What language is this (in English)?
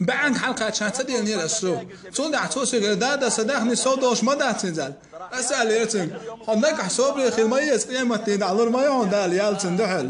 Chechen